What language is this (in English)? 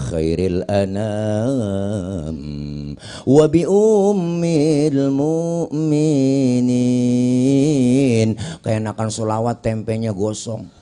Betawi